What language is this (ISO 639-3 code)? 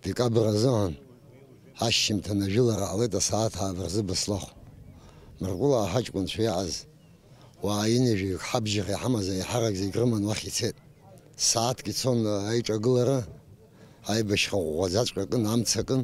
abk